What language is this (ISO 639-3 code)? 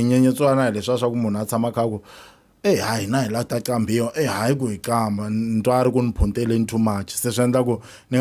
tso